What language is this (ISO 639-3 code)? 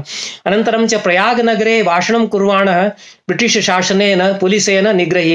san